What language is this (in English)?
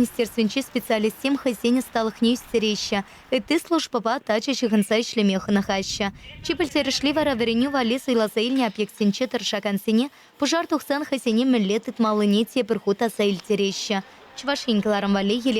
Chuvash